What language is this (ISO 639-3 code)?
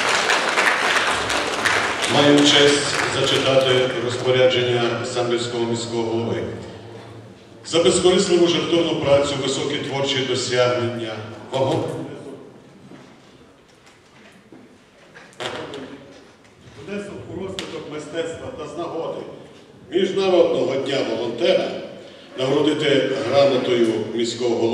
ukr